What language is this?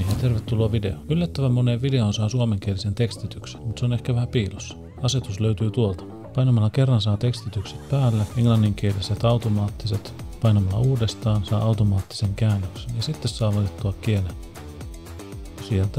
Finnish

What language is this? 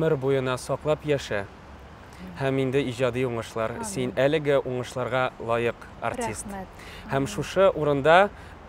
Tatar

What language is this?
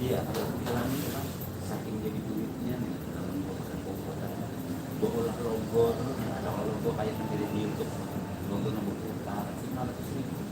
Banjar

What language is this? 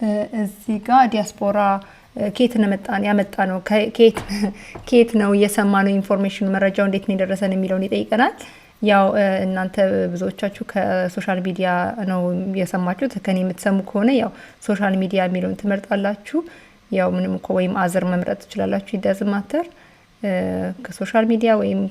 Amharic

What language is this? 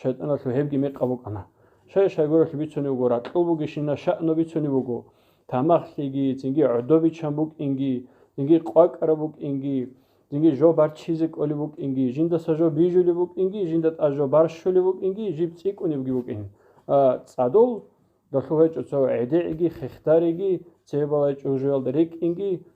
Avaric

